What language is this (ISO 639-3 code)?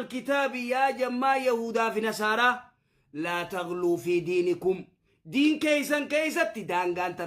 orm